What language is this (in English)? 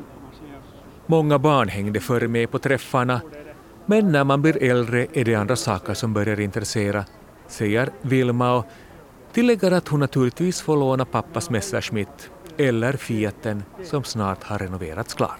Swedish